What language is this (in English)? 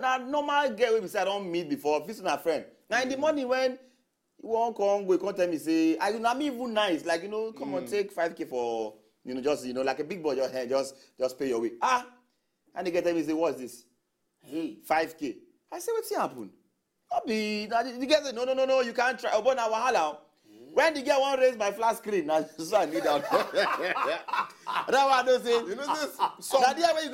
Nigerian Pidgin